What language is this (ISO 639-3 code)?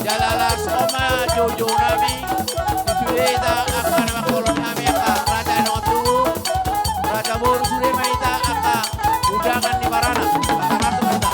bbc